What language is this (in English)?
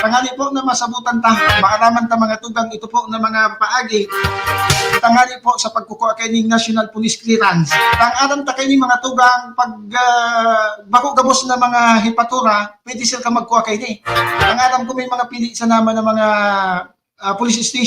Bikol